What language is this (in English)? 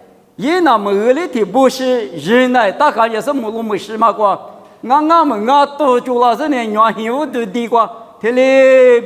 Lisu